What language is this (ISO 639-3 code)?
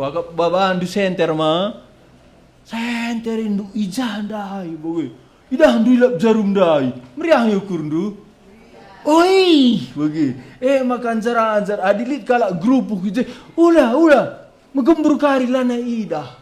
btx